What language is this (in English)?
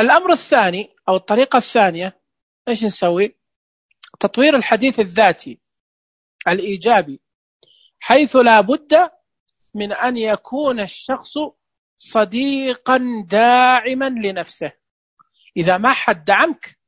Najdi Arabic